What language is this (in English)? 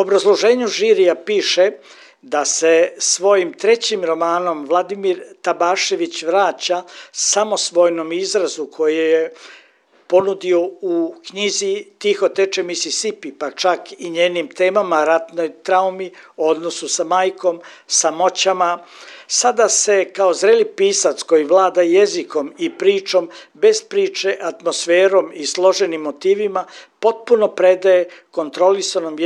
Serbian